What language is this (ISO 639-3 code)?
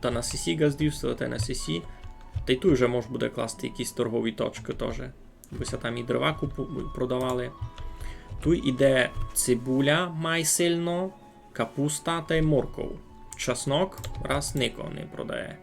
rue